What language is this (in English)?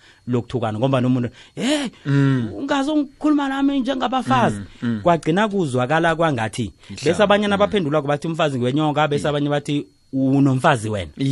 South Ndebele